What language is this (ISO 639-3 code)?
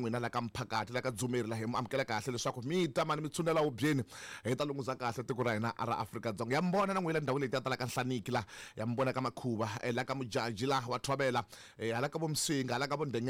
tso